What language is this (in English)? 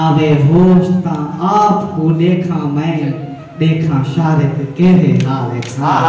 Saraiki